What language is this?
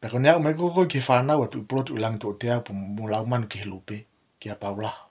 Tongan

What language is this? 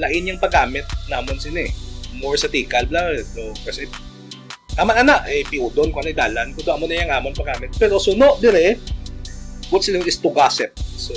Hiligaynon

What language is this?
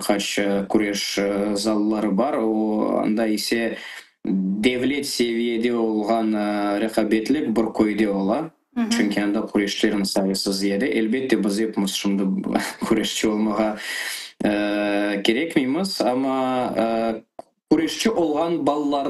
Crimean Tatar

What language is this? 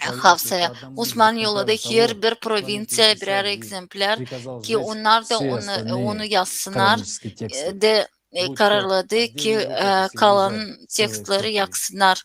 Gagauz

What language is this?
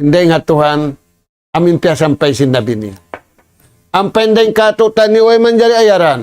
Tausug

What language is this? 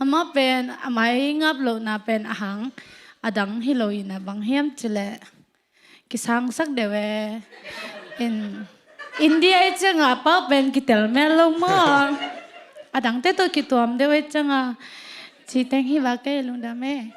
Tedim Chin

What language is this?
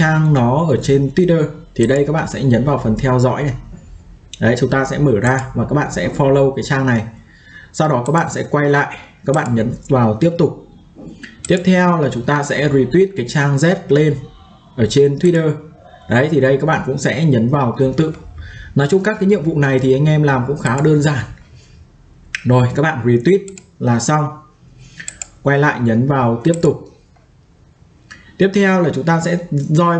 Vietnamese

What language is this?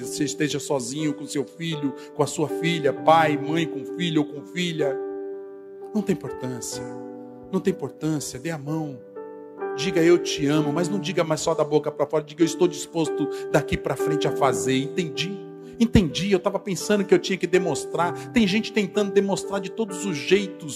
Portuguese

